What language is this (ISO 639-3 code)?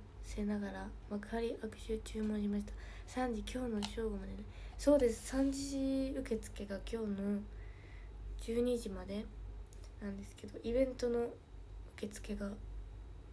jpn